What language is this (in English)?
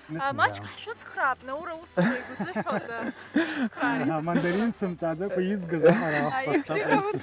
Abkhazian